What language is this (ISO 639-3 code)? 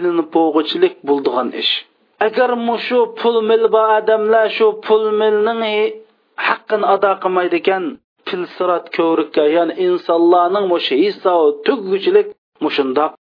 uig